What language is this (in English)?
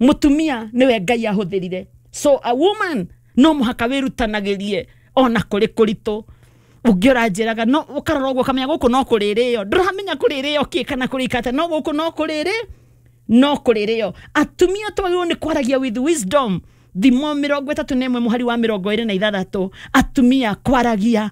Kikuyu